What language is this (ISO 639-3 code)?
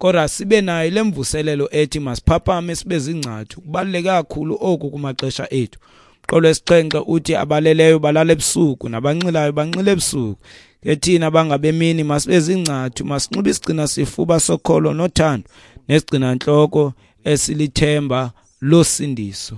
xho